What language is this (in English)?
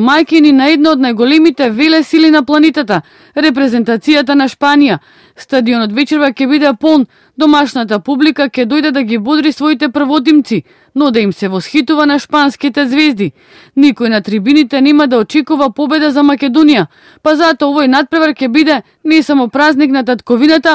Macedonian